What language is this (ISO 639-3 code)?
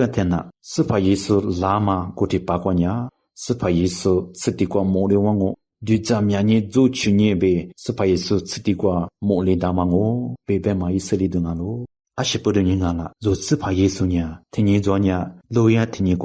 lis